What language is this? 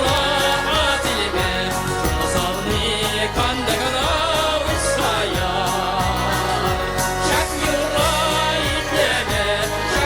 Chuvash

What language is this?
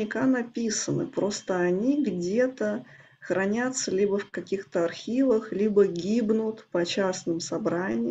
Russian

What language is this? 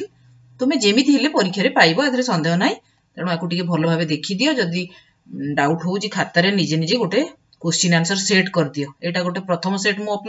Odia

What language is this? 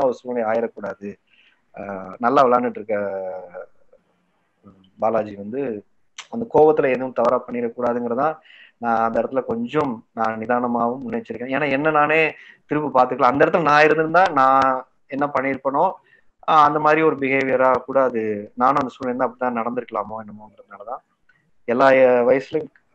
Tamil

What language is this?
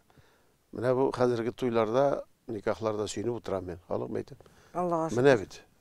Tatar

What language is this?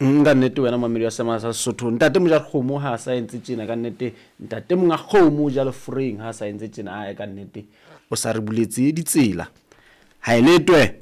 Southern Sotho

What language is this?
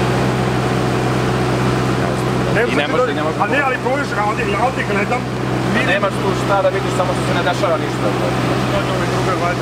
Serbian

